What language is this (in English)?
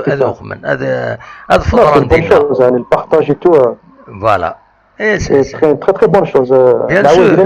Kabyle